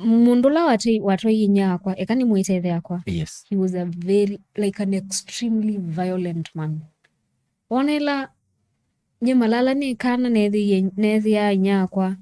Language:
Kamba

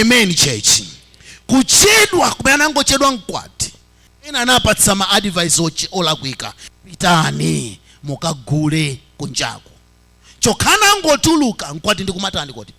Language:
Nyanja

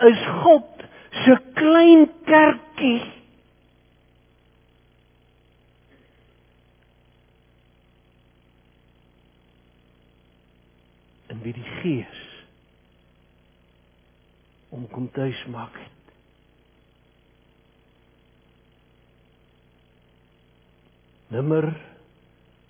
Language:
Afrikaans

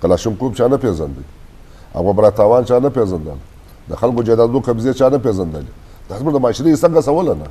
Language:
Eastern Balochi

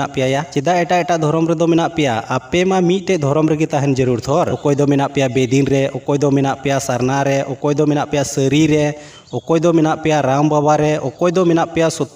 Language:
Santali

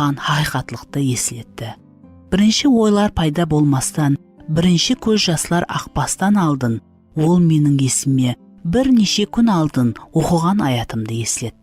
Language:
Kara-Kalpak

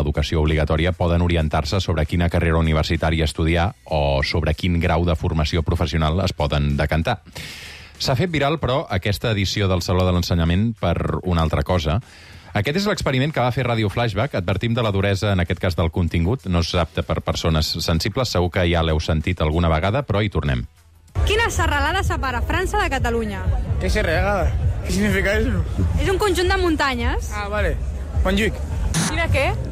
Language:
Catalan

